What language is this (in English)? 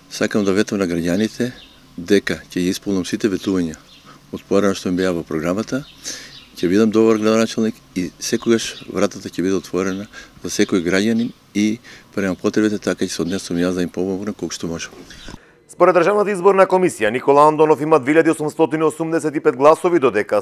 Macedonian